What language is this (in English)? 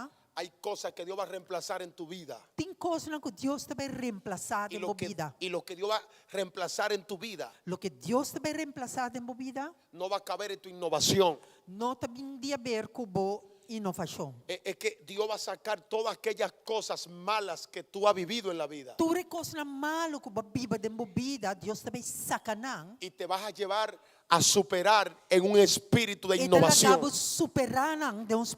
Papiamento